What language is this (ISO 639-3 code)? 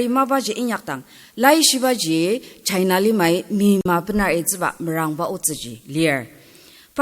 njo